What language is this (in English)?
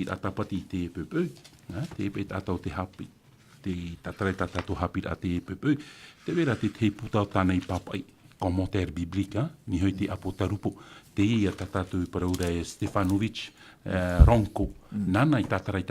Tahitian